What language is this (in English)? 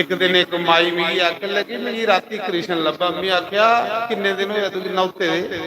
Dogri